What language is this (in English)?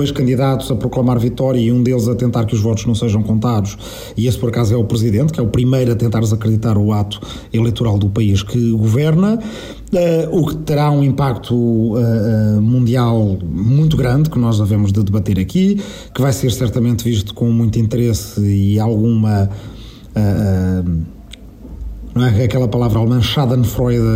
Portuguese